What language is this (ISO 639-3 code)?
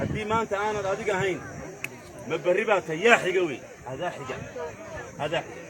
som